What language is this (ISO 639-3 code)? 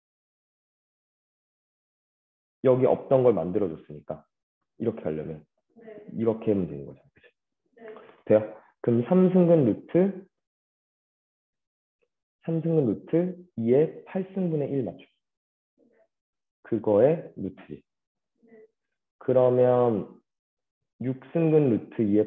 kor